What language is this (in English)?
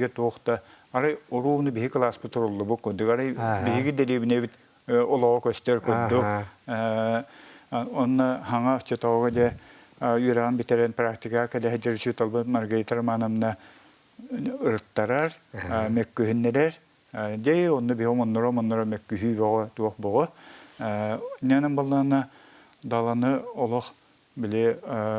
Yakut